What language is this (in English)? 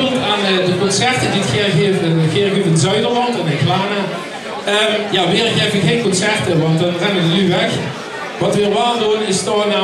Limburgish